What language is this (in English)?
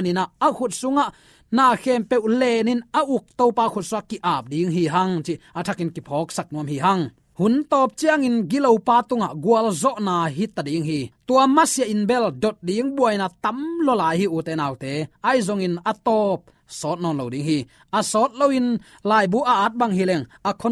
Tedim Chin